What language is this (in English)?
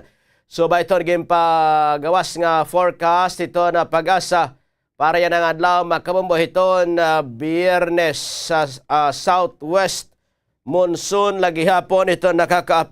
Waray